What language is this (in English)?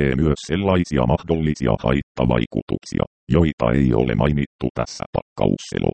Finnish